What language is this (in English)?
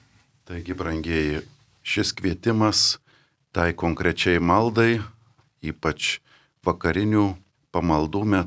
Lithuanian